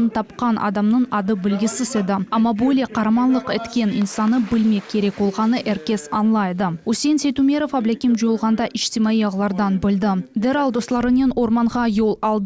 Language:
Crimean Tatar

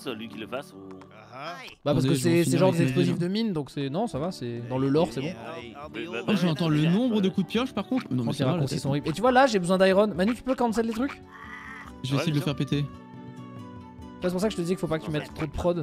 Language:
French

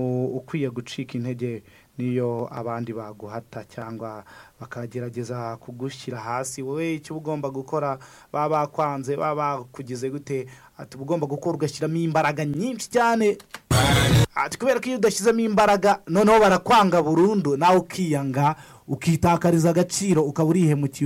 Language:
Kinyarwanda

